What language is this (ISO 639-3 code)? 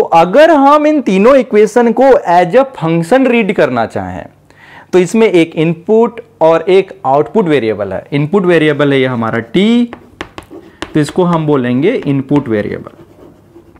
hin